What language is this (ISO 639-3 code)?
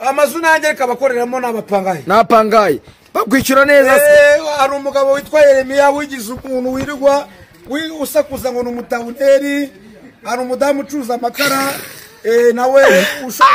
kin